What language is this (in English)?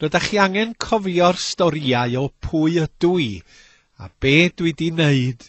Welsh